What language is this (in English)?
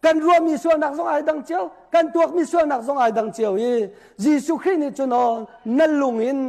Hakha Chin